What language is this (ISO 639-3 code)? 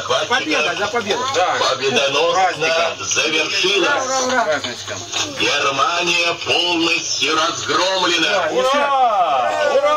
rus